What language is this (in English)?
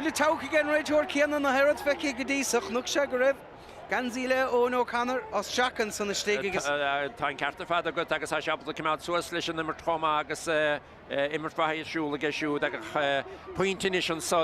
Irish